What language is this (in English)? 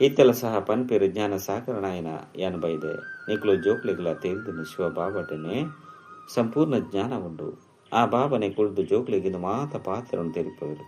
Tulu